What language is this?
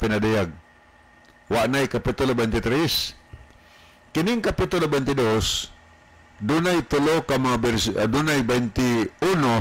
Cebuano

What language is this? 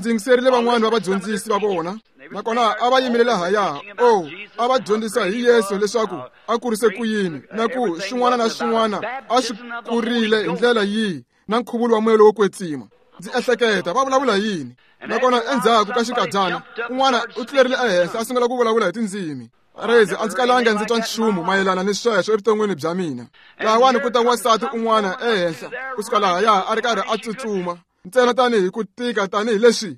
Tsonga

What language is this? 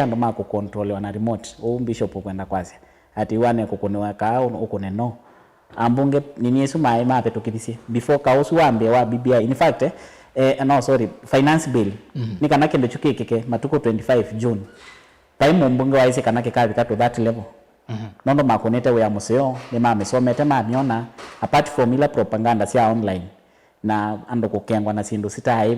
Kamba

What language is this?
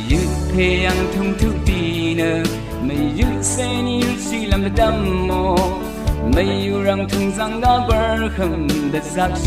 Rawang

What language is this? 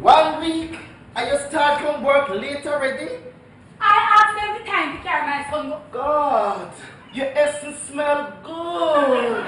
Jamaican Creole English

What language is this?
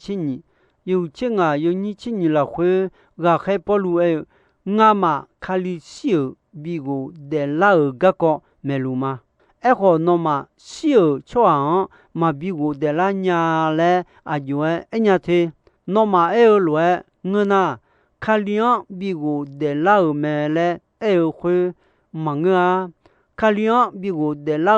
Akha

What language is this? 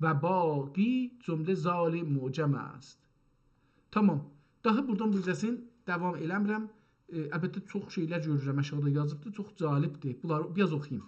South Azerbaijani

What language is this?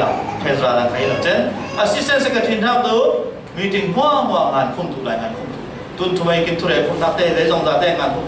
Falam Chin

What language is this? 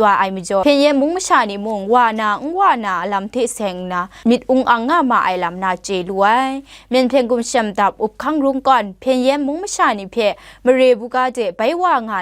Kachin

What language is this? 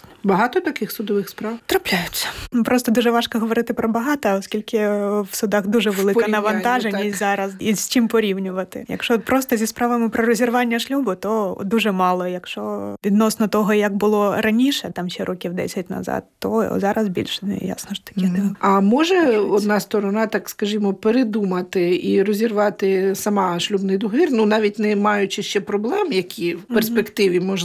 Ukrainian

